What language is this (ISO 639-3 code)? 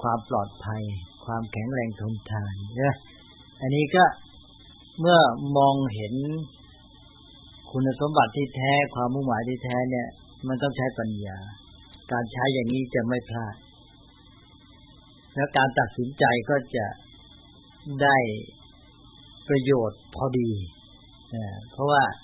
tha